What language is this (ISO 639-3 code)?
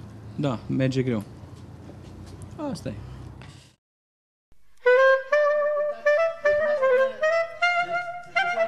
ron